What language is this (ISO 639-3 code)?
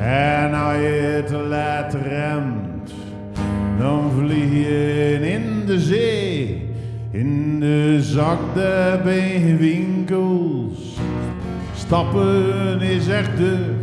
zea